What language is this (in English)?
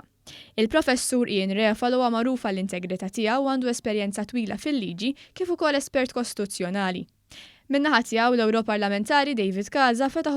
Maltese